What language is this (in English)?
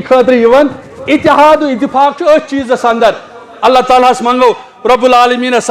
Kashmiri